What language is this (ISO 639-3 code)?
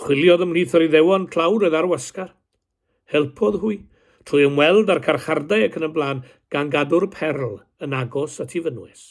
cym